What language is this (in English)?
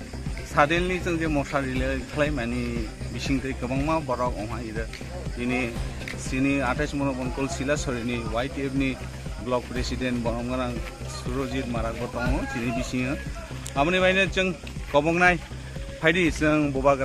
Kok Borok